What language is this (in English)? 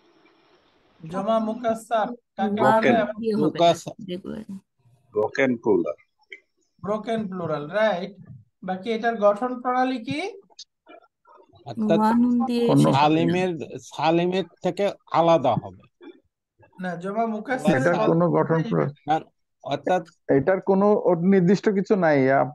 Bangla